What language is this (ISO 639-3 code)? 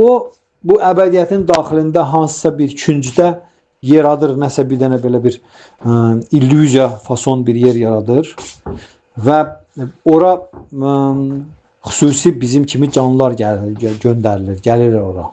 aze